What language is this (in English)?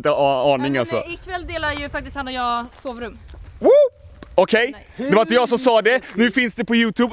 Swedish